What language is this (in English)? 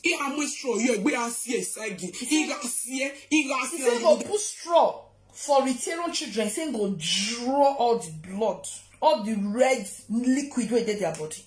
Nigerian Pidgin